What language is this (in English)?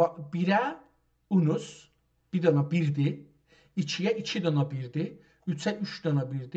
South Azerbaijani